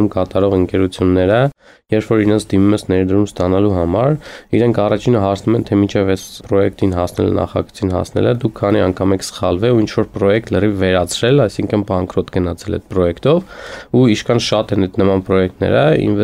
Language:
Armenian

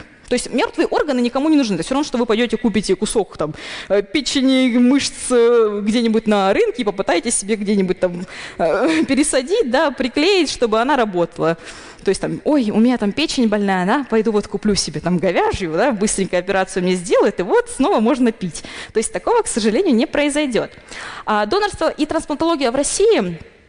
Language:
Russian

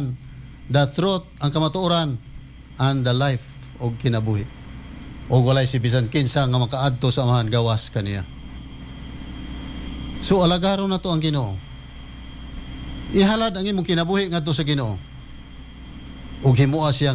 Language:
Cebuano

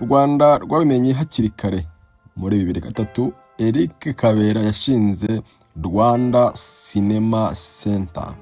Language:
Kinyarwanda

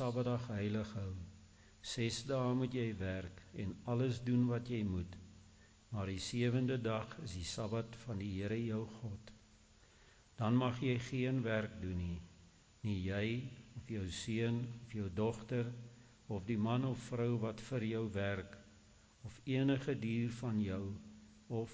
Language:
Afrikaans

